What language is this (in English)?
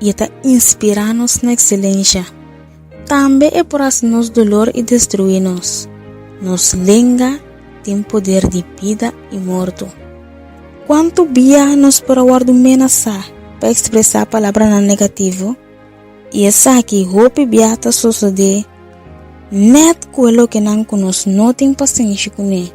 Papiamento